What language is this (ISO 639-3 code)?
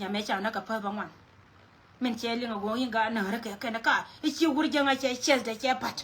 nus